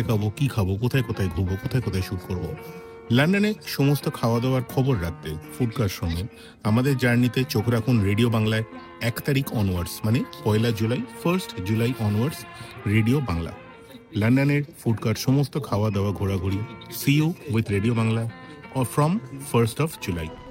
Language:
Bangla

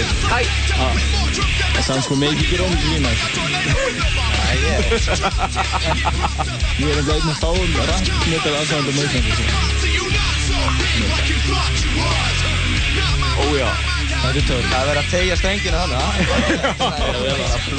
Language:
Icelandic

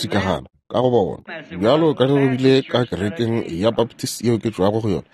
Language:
Northern Sotho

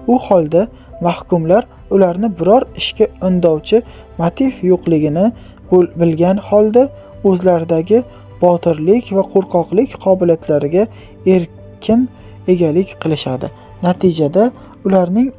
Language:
Uzbek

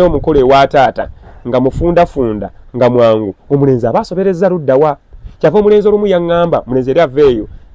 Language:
Ganda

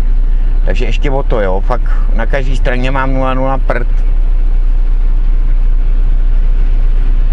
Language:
Czech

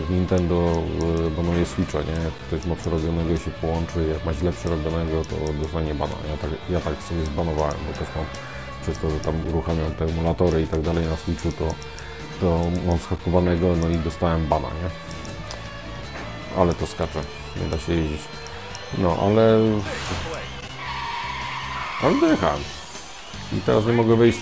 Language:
Polish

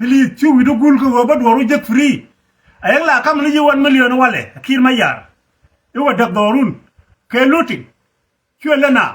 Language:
Nuer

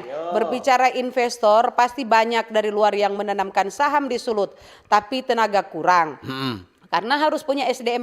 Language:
Manado Malay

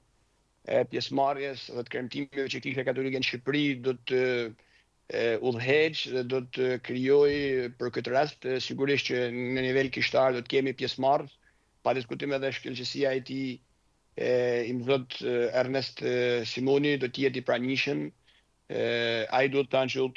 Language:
Albanian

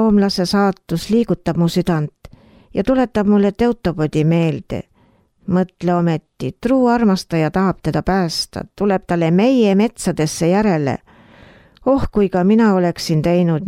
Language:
Estonian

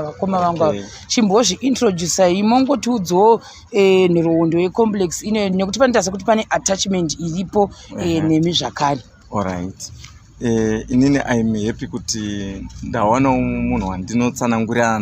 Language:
Shona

